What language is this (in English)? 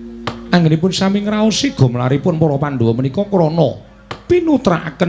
Javanese